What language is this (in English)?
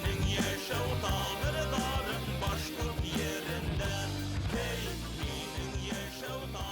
Bashkir